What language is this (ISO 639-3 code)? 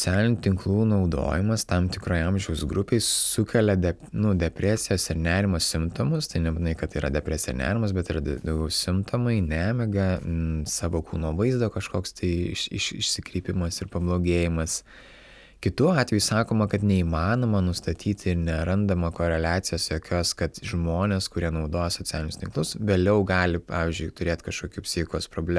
lit